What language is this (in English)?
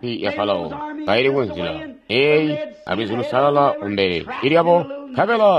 Tonga (Zambia)